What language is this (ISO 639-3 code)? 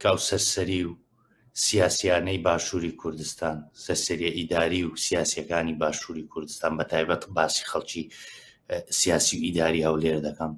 ckb